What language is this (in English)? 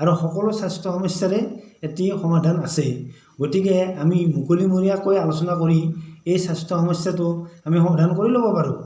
Assamese